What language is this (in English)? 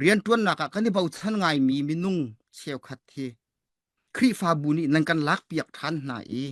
Hakha Chin